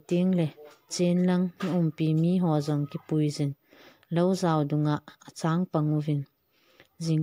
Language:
Thado Chin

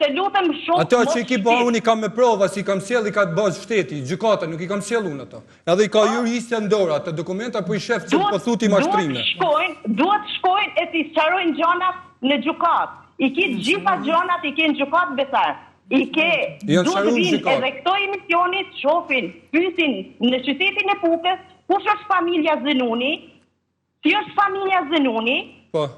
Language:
Albanian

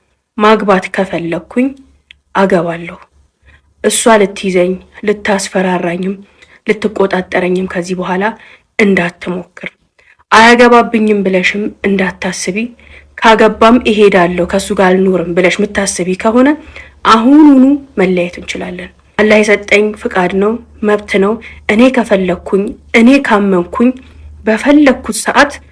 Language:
Amharic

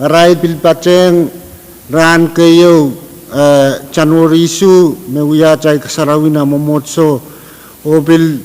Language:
Pohnpeian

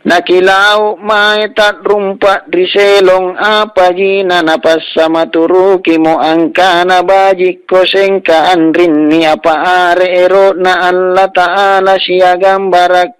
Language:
Makasar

